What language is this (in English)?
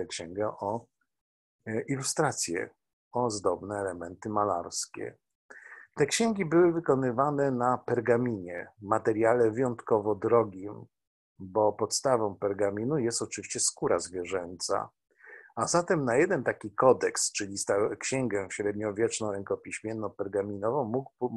Polish